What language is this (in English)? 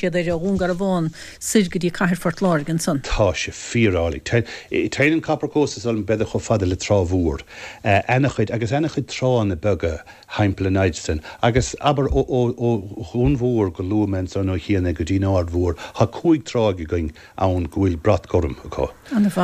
Irish